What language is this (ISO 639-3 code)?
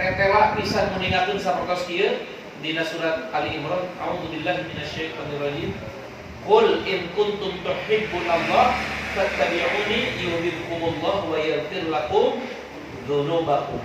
sun